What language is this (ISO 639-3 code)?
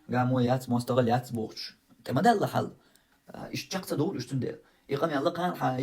che